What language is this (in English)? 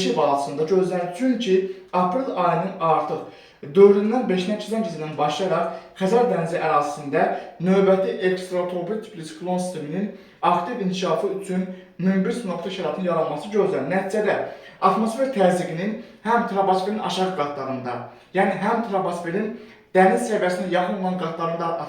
Azerbaijani